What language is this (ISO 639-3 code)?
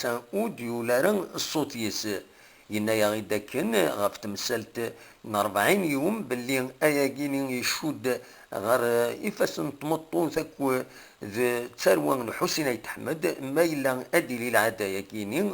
kab